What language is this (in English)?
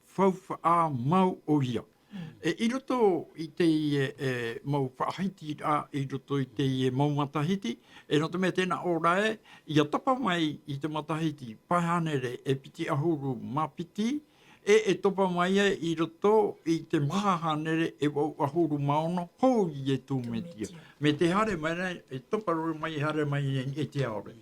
Tahitian